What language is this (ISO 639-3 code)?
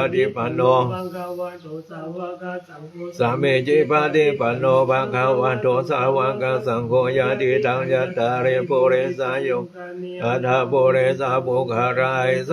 pli